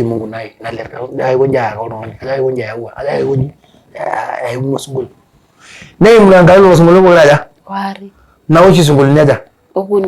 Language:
Masai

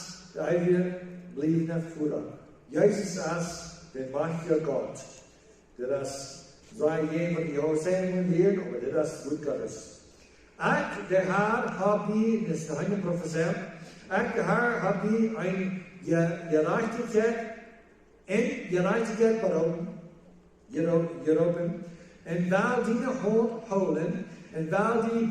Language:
Plautdietsch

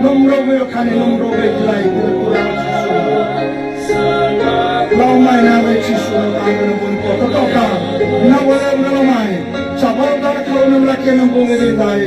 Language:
Fijian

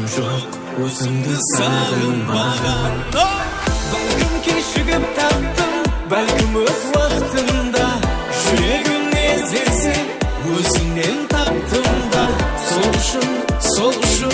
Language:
Kara-Kalpak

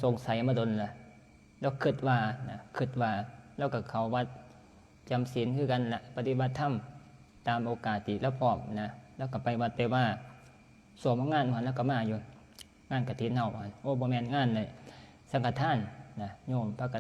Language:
Northeastern Thai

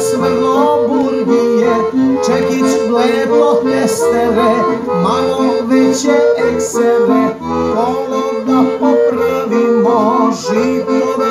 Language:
Serbian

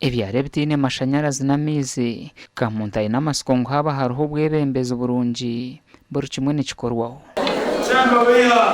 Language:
Nyankole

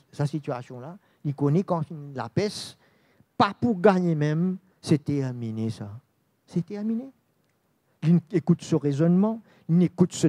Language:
Morisyen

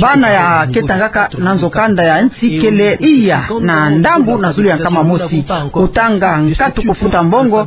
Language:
Kituba (Democratic Republic of Congo)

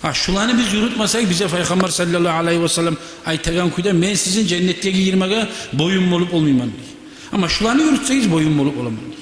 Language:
Kumyk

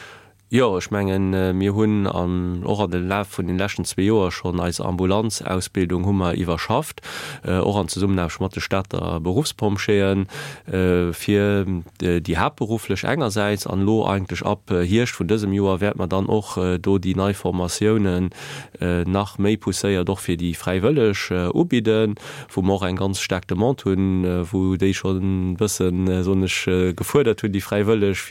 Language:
Luxembourgish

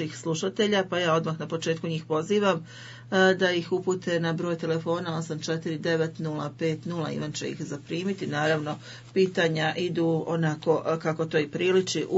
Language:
Bosnian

